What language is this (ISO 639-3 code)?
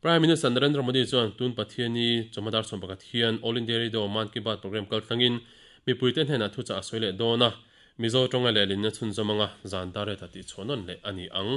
lus